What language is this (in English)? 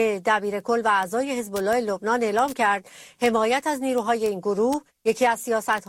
Persian